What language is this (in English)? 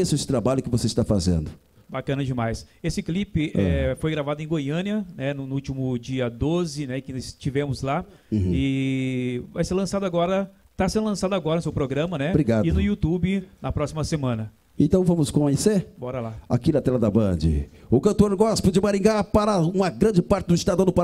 Portuguese